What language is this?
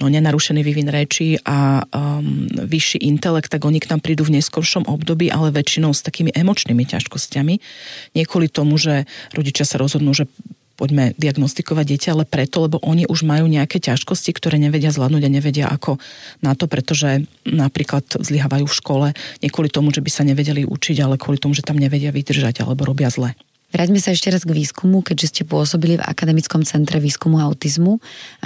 Slovak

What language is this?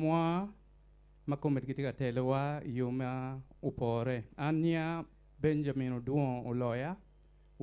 Acoli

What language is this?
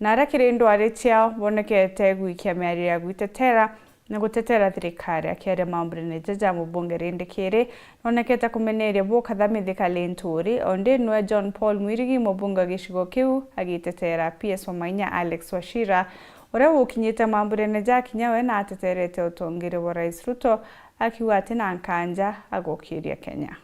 Meru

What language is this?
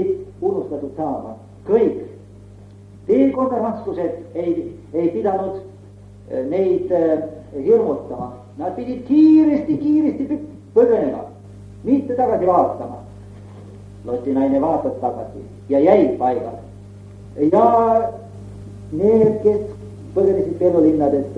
Estonian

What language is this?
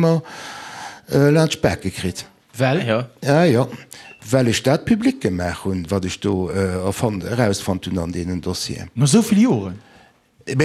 Luxembourgish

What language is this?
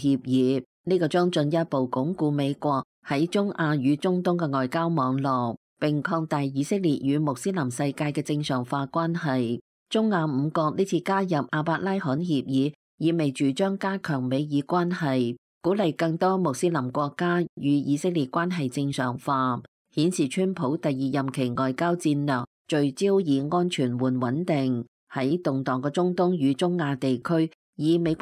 Cantonese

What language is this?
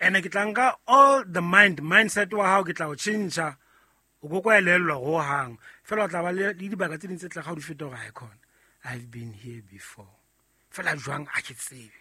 Southern Sotho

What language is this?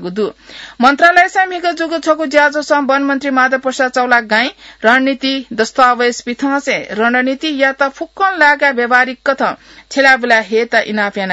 Newari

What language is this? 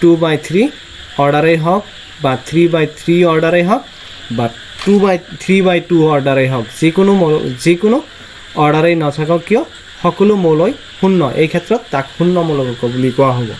Assamese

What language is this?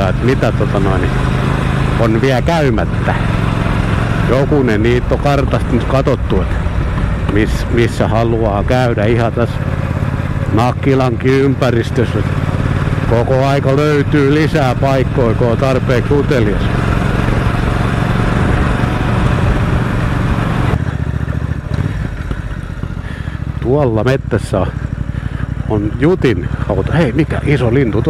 Finnish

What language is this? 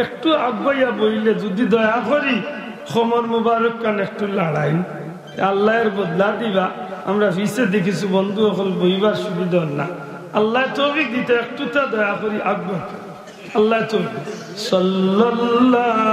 Sylheti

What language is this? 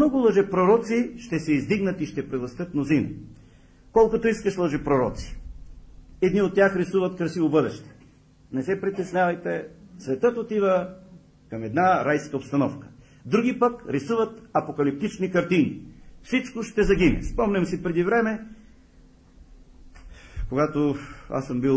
Bulgarian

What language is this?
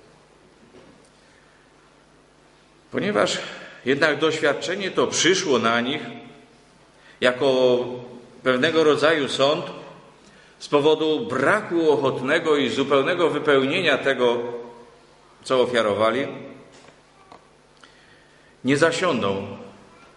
Polish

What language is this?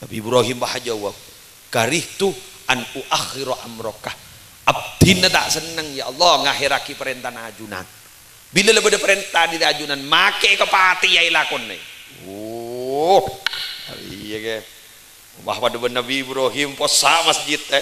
Madurese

